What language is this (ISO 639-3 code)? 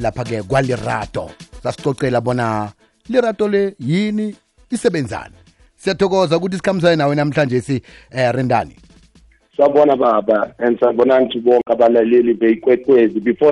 nbl